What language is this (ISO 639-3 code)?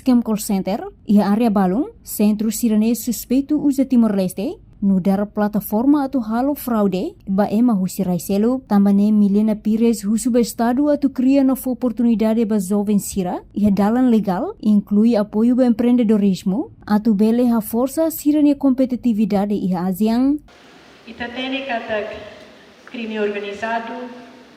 tet